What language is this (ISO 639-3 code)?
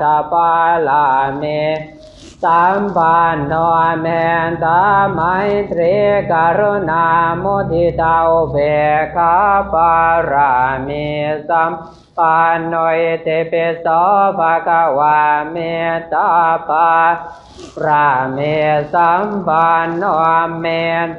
pli